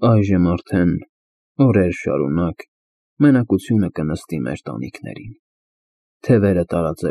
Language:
Armenian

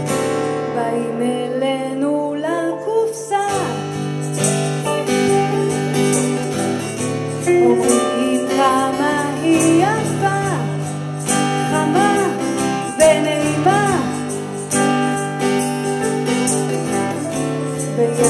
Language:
Hebrew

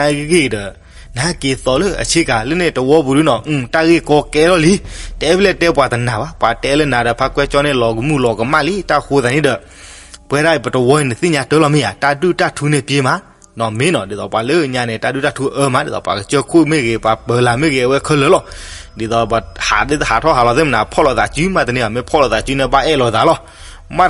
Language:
S'gaw Karen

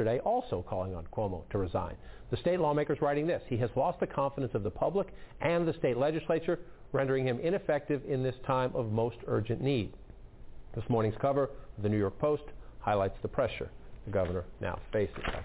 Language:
English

